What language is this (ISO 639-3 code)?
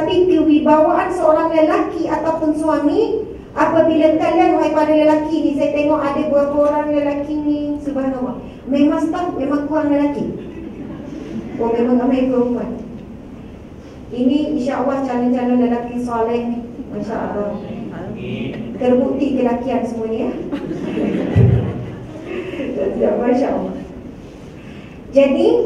msa